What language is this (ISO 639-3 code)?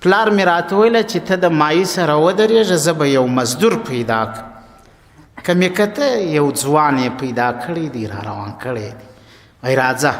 pus